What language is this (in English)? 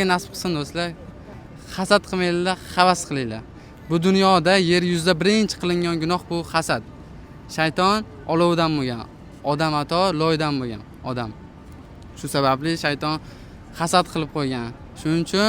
Uzbek